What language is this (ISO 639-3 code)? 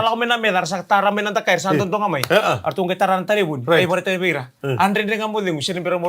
fij